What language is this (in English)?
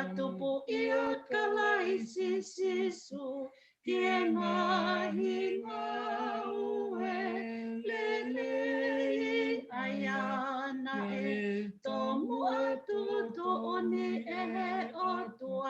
Tongan